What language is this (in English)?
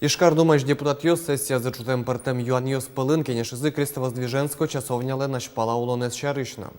Udmurt